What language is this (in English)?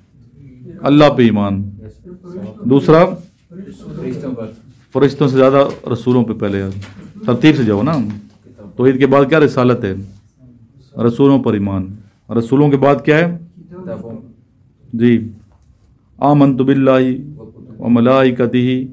Urdu